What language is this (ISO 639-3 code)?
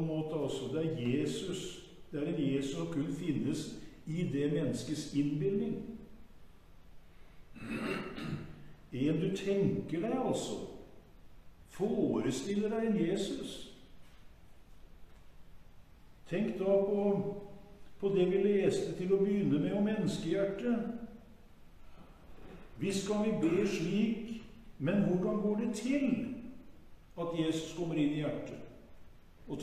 nor